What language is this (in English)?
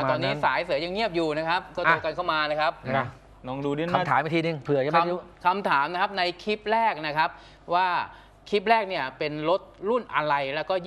Thai